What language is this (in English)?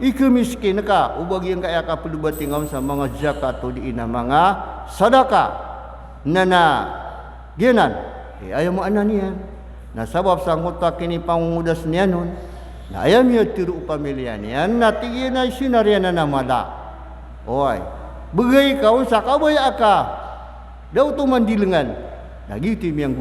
Maranao